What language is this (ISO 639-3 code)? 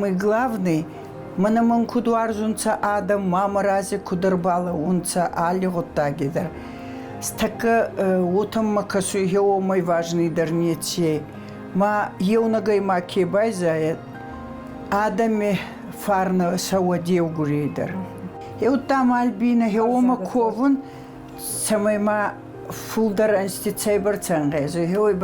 oss